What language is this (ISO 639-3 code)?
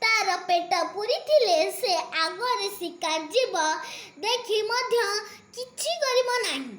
ori